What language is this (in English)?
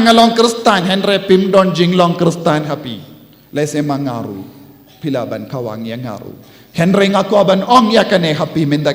Khasi